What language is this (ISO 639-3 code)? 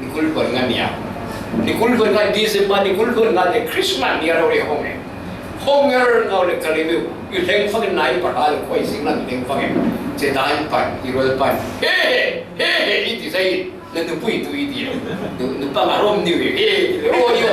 cfm